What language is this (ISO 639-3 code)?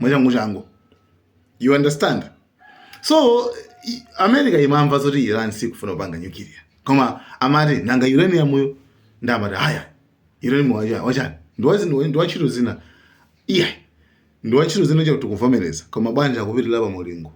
nya